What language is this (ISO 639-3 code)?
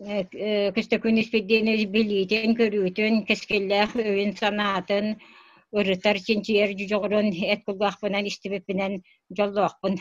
sah